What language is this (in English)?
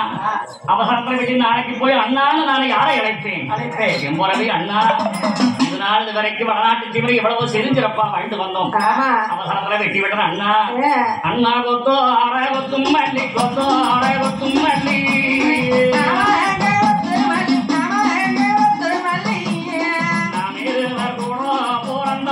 Tamil